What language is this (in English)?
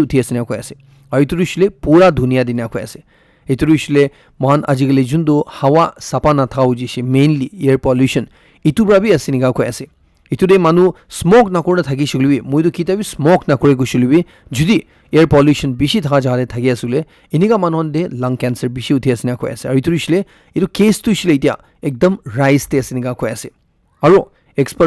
Naga Pidgin